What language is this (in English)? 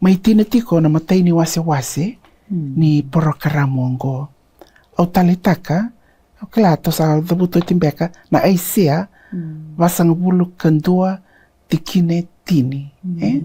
Fijian